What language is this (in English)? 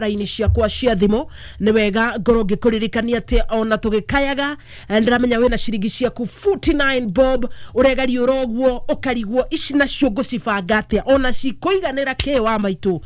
Kikuyu